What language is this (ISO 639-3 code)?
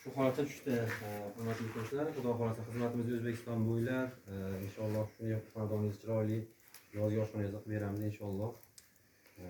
uzb